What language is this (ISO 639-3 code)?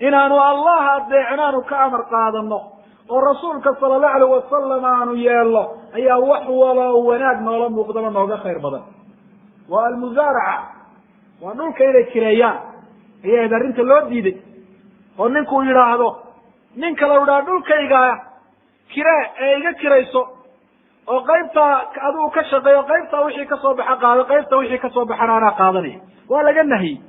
som